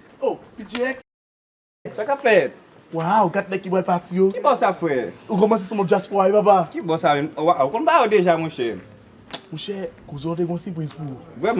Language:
Haitian Creole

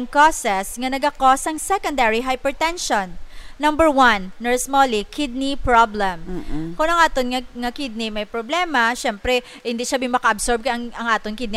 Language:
Hiligaynon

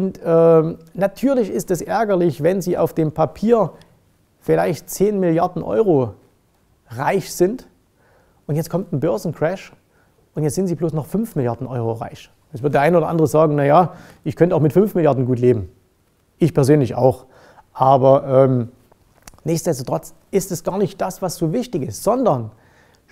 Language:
German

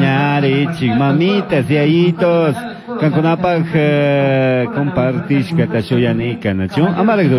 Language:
Chimborazo Highland Quichua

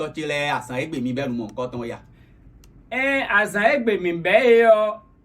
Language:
Fon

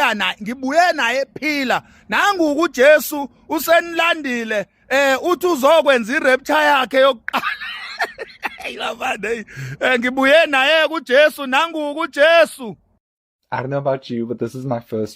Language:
Zulu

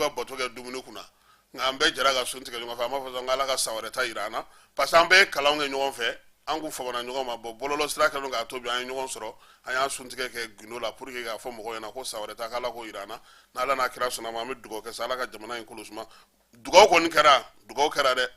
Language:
Bambara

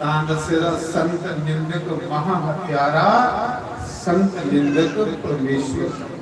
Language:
Dogri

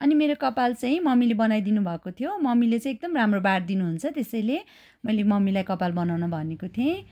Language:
Nepali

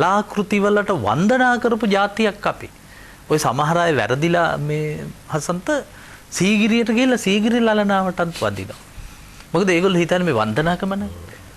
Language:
Sinhala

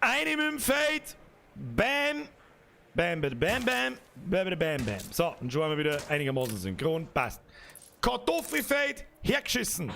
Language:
Bavarian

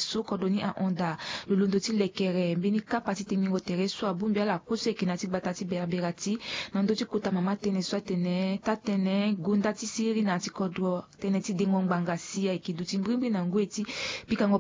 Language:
Sango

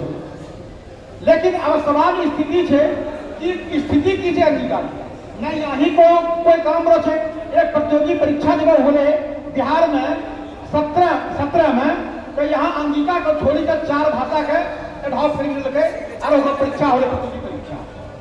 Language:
Angika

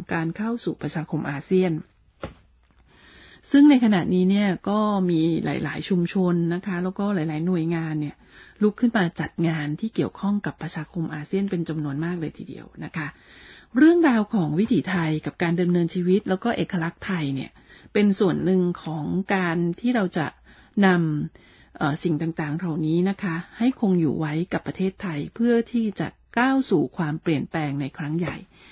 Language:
Thai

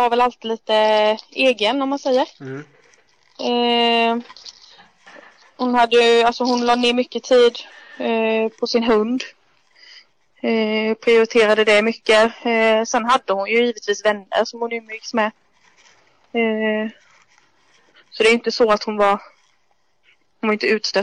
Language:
Swedish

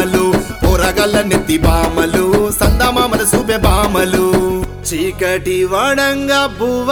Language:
Telugu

